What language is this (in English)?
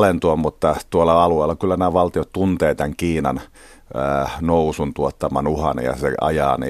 Finnish